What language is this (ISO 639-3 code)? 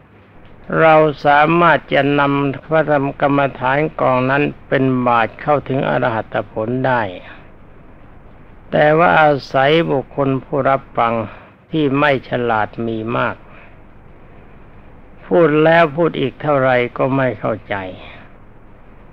tha